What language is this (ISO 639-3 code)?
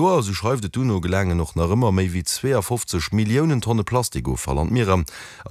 ltz